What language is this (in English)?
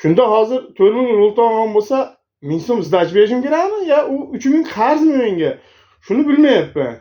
Uzbek